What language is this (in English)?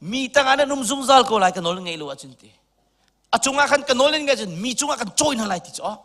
Hakha Chin